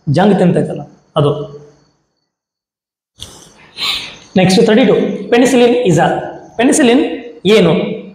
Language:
Kannada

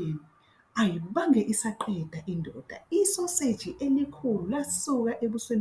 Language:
Zulu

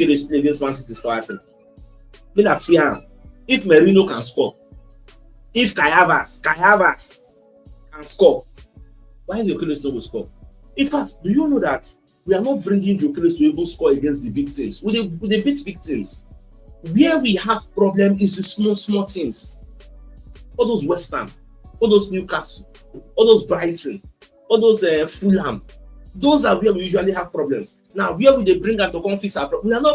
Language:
Nigerian Pidgin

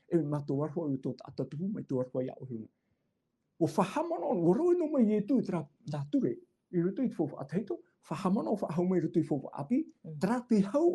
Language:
Tahitian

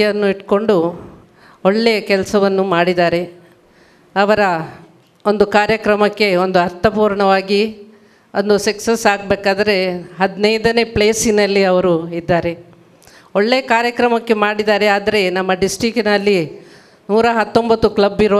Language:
Kannada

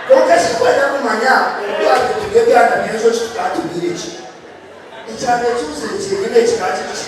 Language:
Nyankole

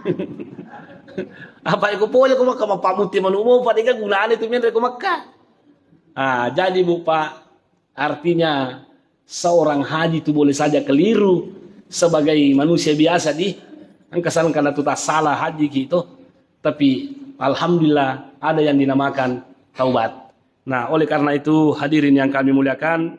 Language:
Buginese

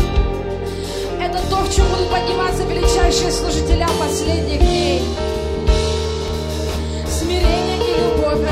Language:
Russian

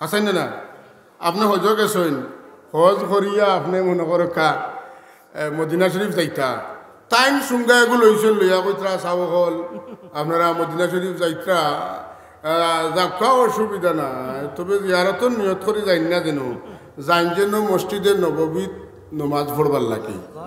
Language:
Sylheti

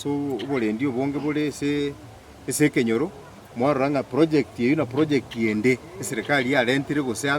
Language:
Gusii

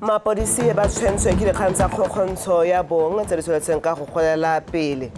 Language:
Tswana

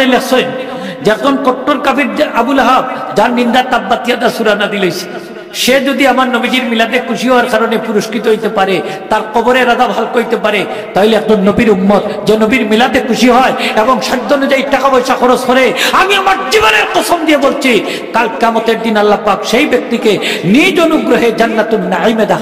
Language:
Sylheti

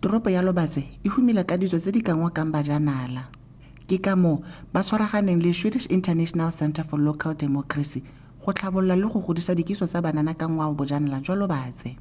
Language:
Tswana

